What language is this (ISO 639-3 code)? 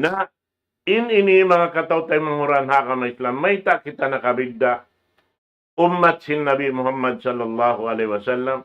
tsg